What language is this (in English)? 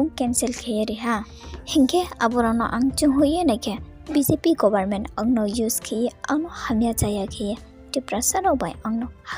Riang (India)